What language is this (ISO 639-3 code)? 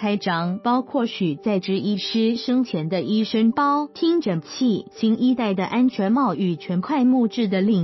zho